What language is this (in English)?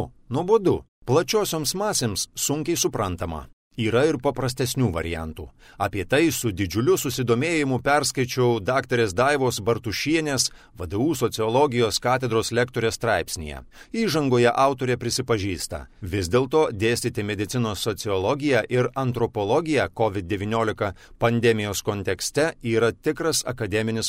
Lithuanian